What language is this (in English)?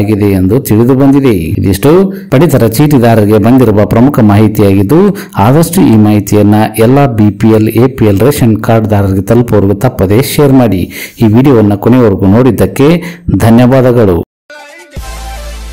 Kannada